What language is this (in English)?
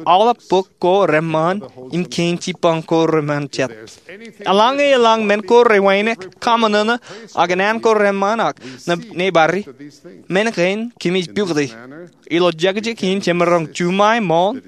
Marshallese